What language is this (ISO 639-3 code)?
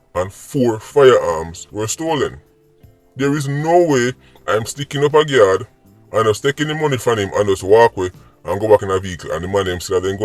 jam